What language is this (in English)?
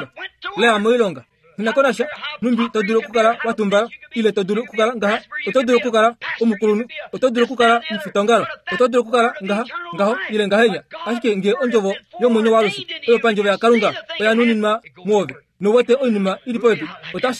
Kuanyama